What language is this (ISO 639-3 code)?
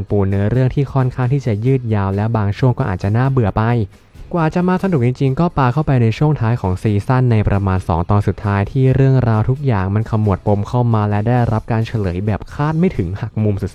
tha